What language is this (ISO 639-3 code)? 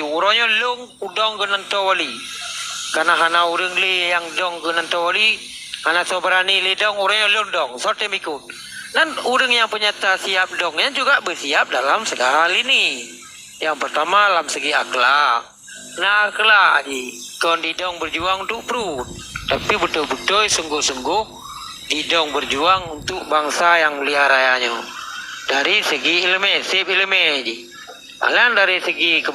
ace